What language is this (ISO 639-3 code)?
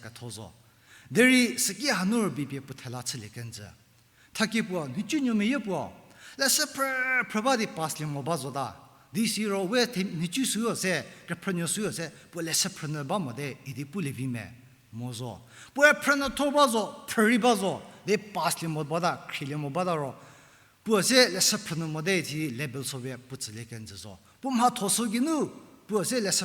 njm